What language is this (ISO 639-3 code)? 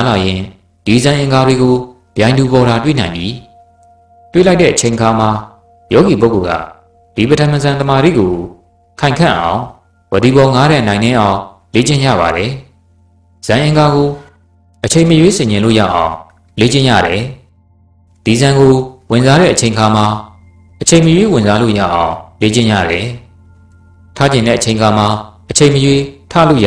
mya